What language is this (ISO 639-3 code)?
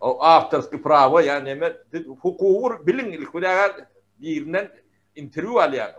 tuk